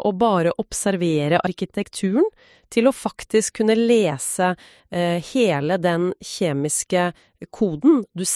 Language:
Norwegian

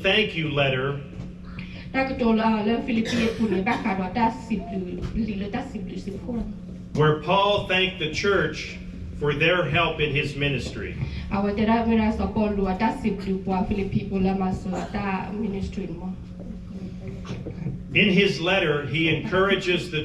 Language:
S'gaw Karen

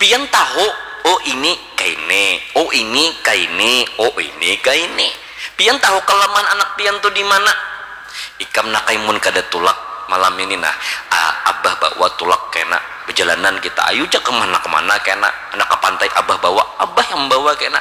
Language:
Banjar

